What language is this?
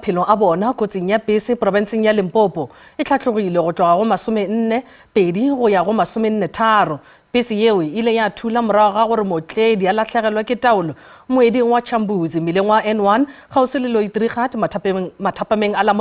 Northern Sotho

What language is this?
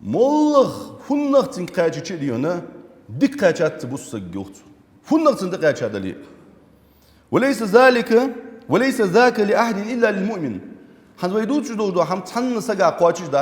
Ingush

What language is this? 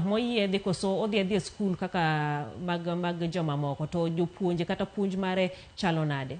Luo (Kenya and Tanzania)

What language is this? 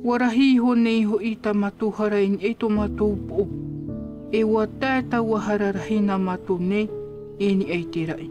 Tahitian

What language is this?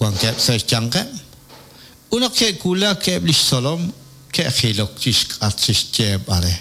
Kekchí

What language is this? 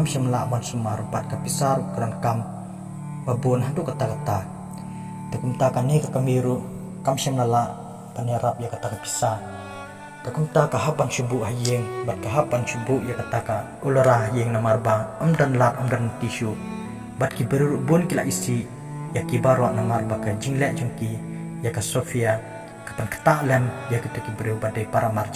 Khasi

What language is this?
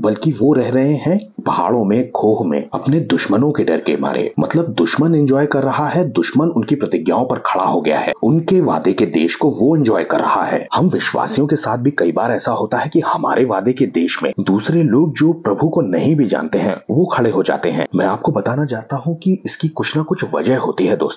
Hindi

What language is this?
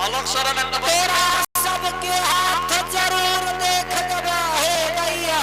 Angika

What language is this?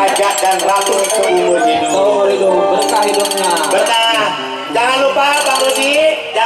Betawi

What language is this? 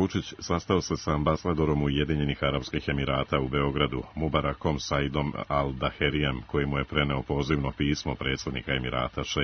Serbian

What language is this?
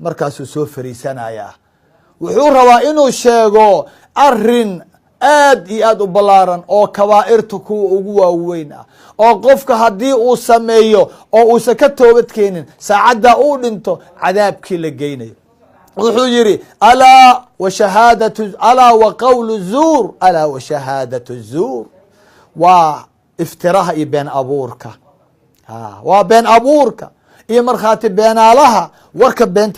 Somali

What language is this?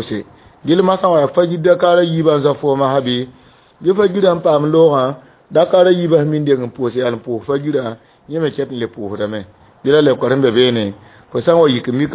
Mossi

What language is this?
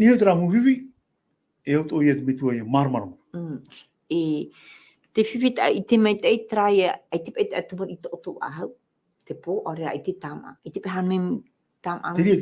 Tahitian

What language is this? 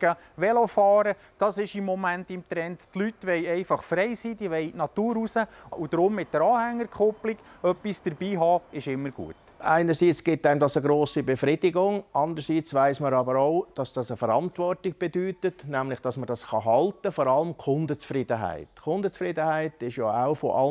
Swiss German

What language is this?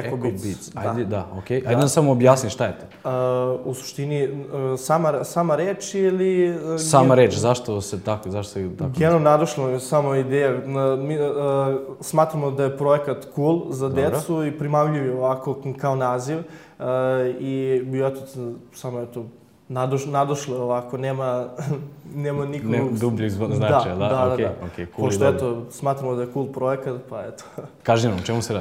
Serbian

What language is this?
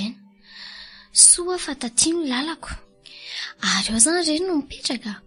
Malagasy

